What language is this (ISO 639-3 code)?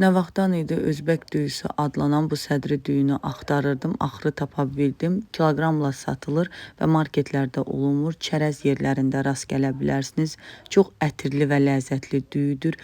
aze